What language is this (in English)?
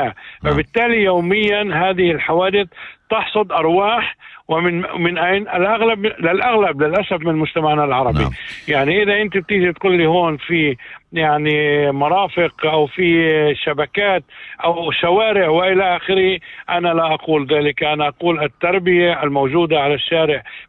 North Levantine Arabic